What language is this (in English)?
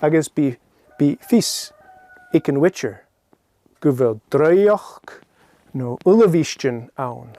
Scottish Gaelic